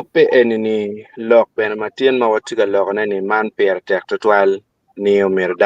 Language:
Acoli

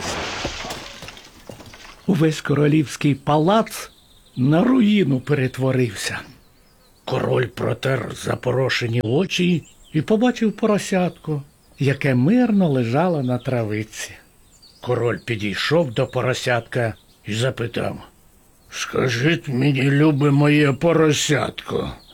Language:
Ukrainian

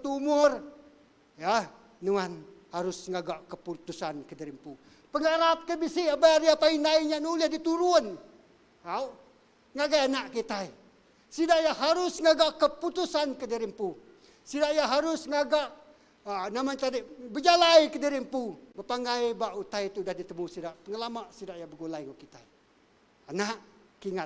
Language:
Iban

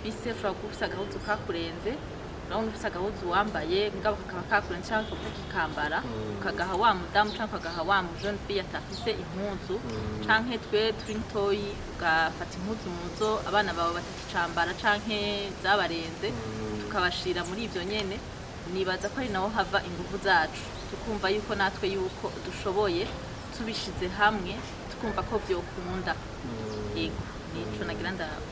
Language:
Rundi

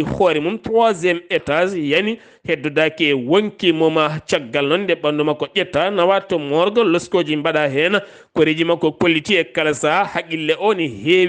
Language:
Fula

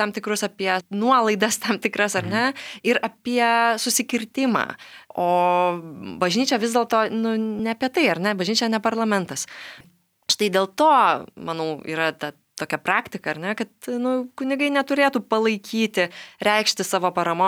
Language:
Lithuanian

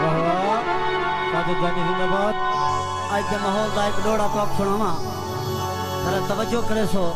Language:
Saraiki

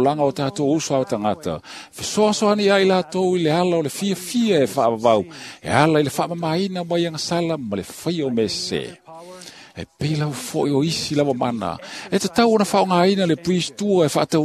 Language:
Samoan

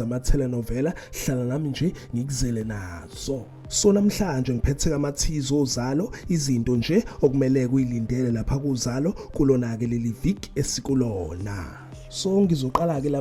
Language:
Zulu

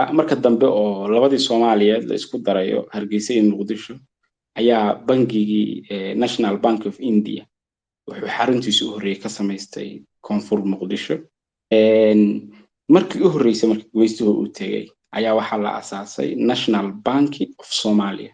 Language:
Somali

